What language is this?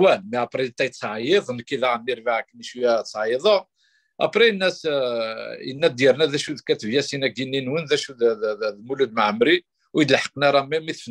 Kabyle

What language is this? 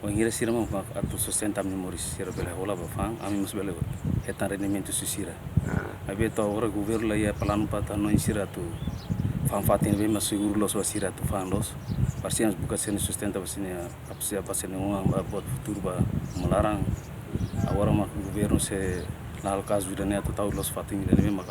Tetum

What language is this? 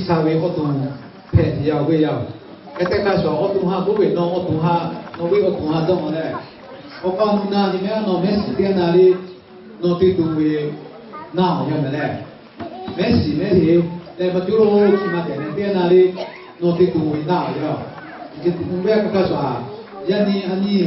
Lahu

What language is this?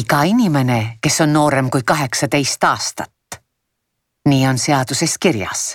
Estonian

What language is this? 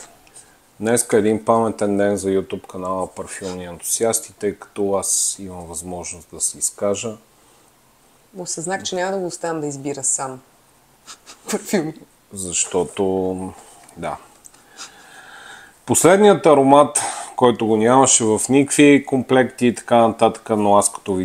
Bulgarian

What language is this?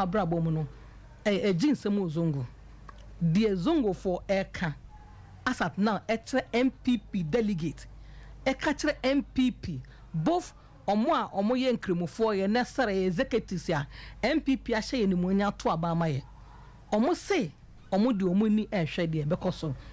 Akan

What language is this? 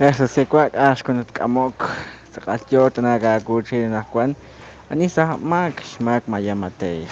Kekchí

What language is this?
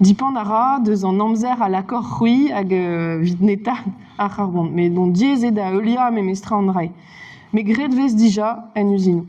Breton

